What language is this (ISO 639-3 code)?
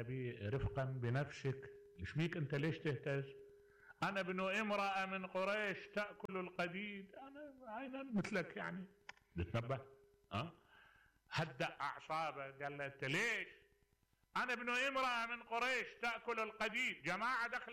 acm